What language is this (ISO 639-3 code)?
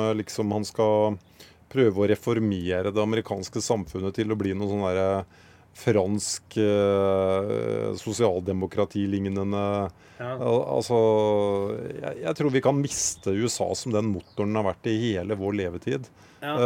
nor